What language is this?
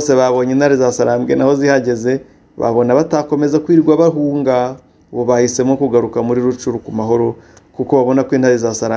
Kinyarwanda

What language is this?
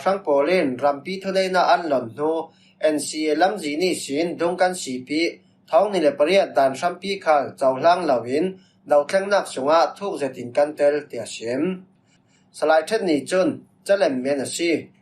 Falam Chin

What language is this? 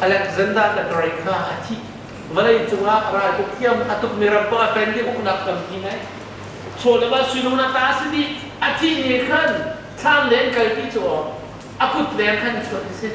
Hakha Chin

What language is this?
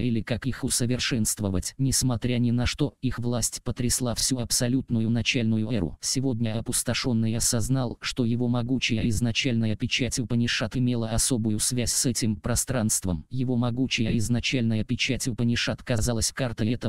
Russian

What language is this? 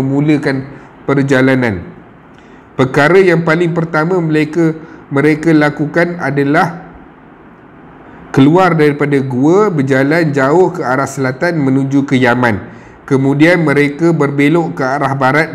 Malay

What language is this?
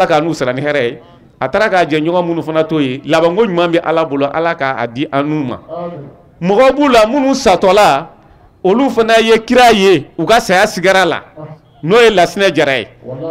Bambara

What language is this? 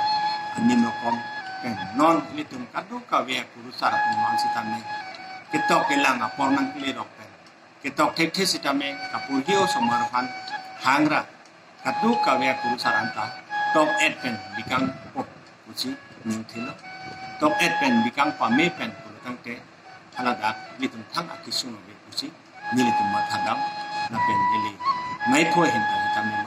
Karbi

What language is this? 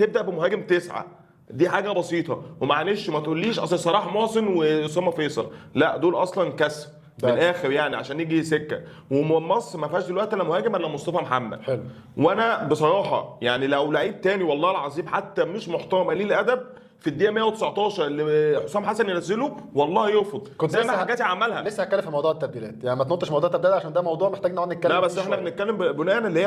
Egyptian Arabic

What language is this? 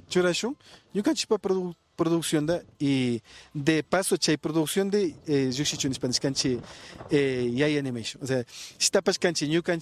Imbabura Highland Quichua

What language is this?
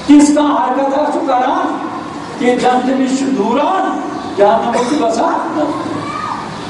Urdu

